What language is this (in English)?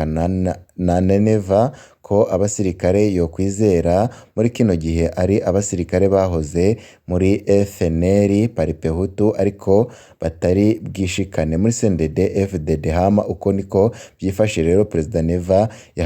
Rundi